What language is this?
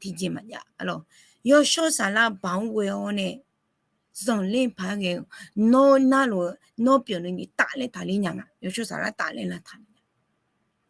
Akha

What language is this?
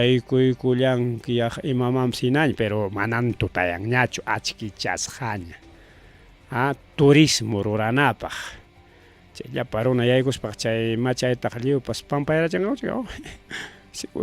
Ayacucho Quechua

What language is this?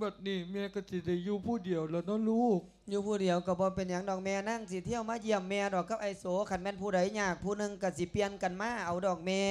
Lao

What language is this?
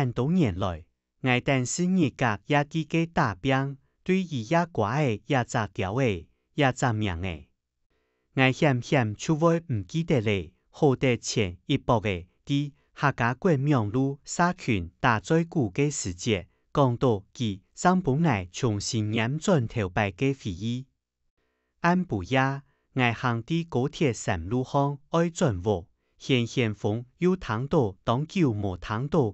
Hakka Chinese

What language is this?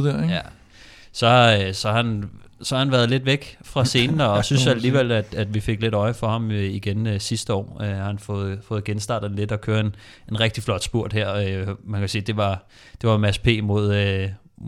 Danish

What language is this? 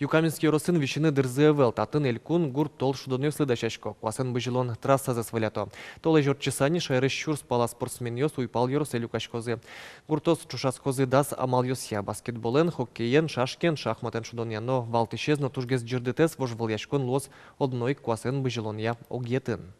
Udmurt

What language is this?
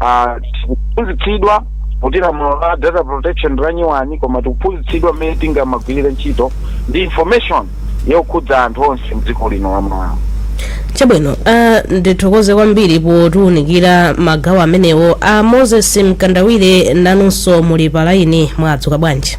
Nyanja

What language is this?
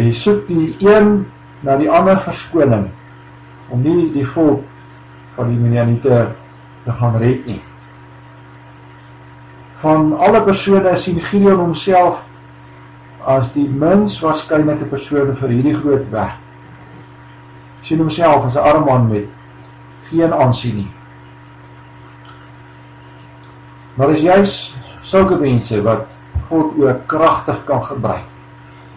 Afrikaans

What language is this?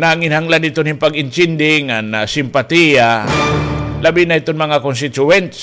Waray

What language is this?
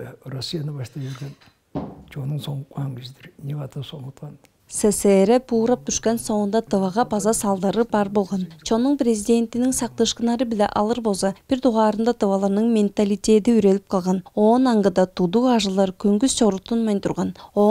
Tuvinian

